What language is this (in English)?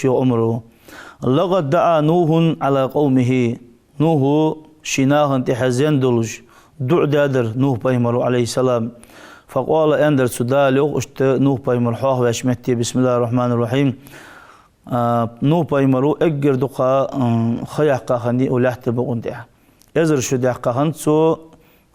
Ingush